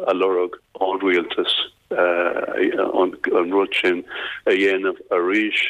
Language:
Irish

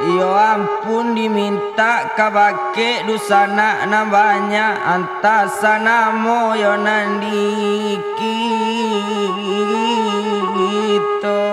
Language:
Minangkabau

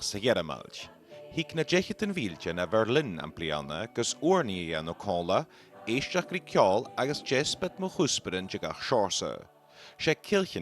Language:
Scottish Gaelic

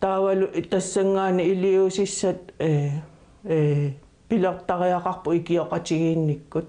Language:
Kalaallisut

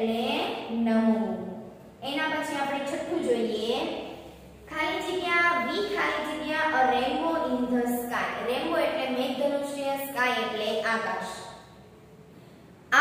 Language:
Gujarati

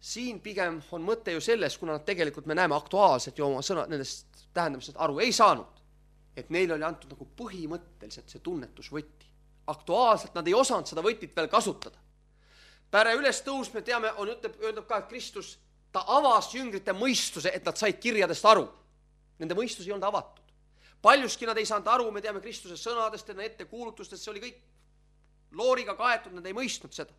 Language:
Estonian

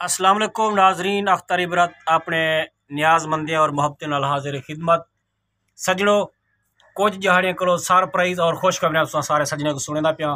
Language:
Saraiki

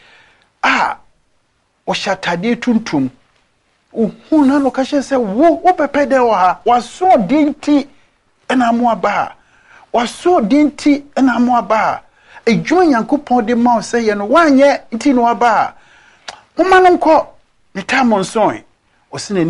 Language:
Akan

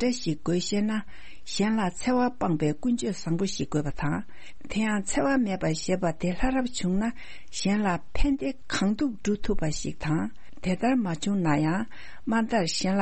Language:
Tibetan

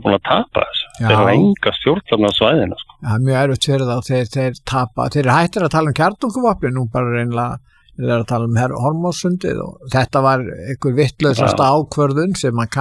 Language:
Icelandic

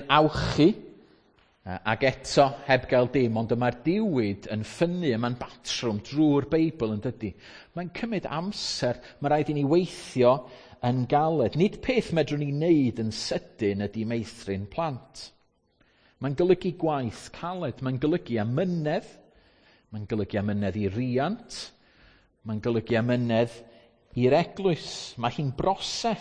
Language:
Welsh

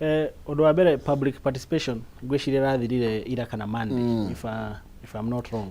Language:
Kikuyu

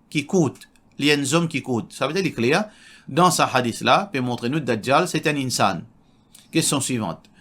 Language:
Morisyen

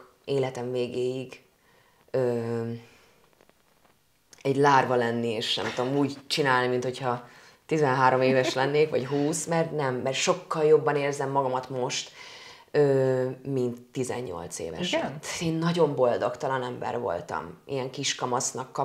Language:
Hungarian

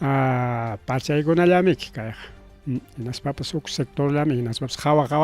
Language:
Ayacucho Quechua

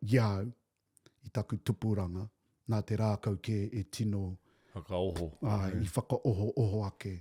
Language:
Māori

